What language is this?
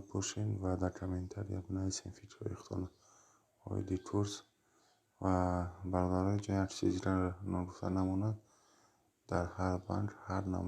Tajik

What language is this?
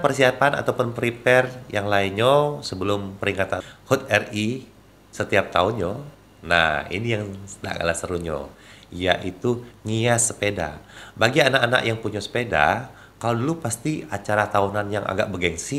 Musi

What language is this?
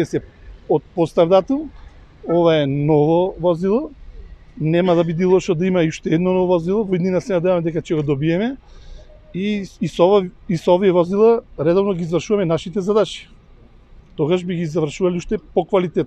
Macedonian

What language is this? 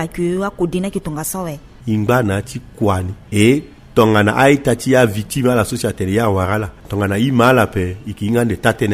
Sango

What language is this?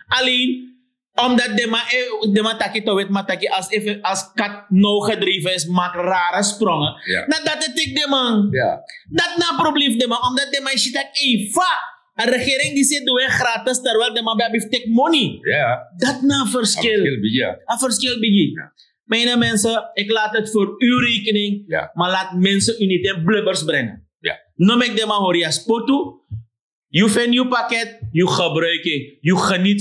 Sranan Tongo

